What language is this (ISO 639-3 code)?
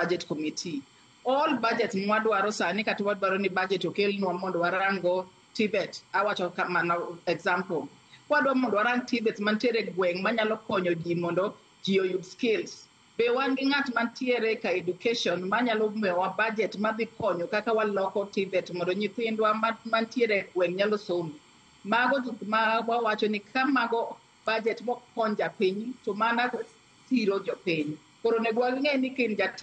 luo